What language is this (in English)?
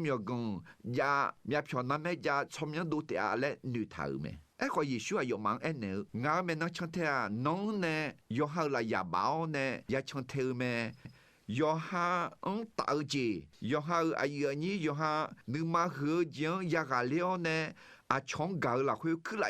Akha